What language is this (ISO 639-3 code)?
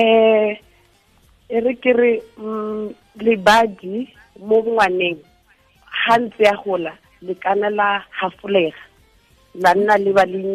tsn